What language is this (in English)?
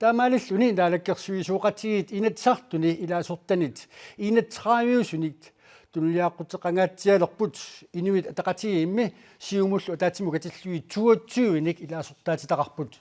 Kalaallisut